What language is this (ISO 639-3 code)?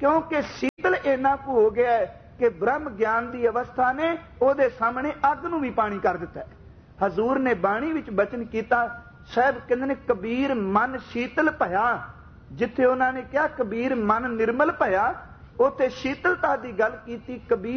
pan